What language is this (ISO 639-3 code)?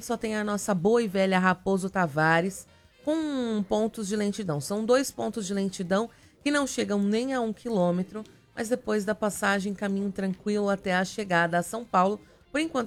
por